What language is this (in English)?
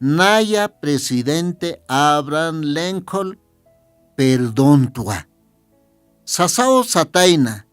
Aymara